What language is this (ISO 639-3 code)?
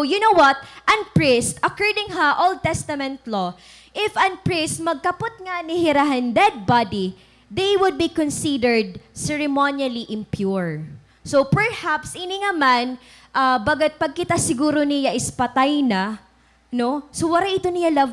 war